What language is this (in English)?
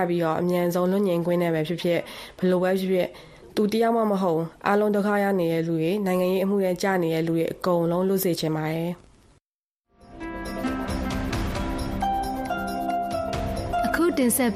Burmese